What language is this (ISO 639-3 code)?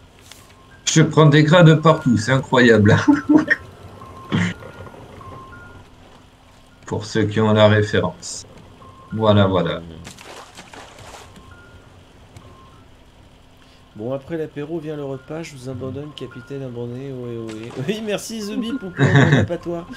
fra